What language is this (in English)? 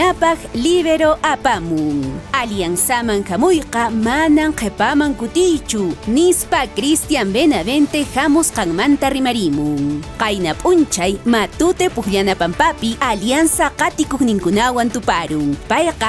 Quechua